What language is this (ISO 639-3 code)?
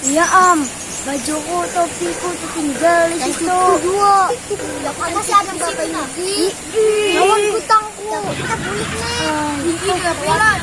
bjn